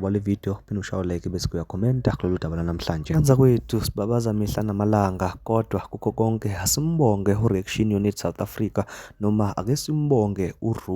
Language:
Zulu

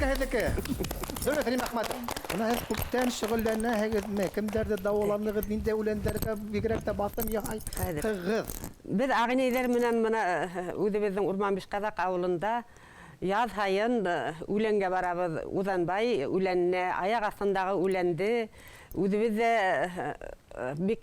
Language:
Bashkir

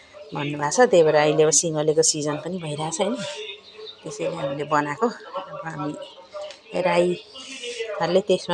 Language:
Nepali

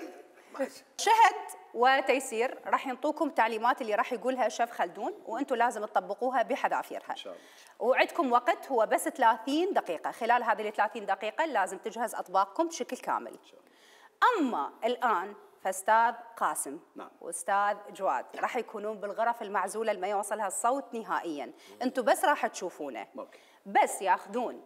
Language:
Mesopotamian Arabic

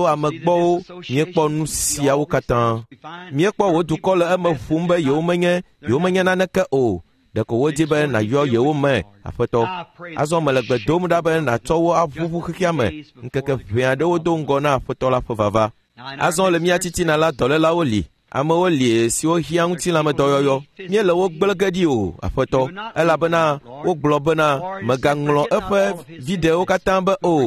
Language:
Ewe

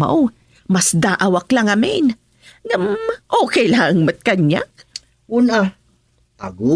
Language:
Iloko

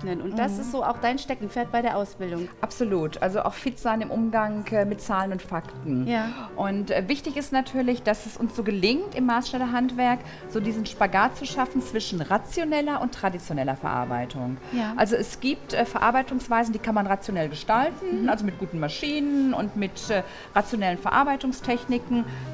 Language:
German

